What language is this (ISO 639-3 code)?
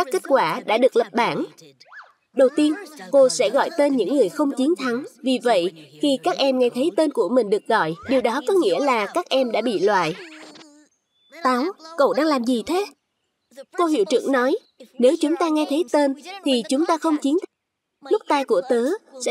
vie